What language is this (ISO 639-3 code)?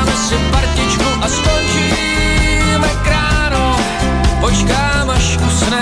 ces